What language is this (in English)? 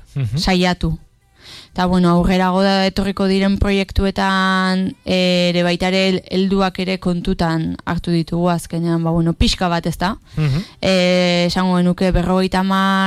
Basque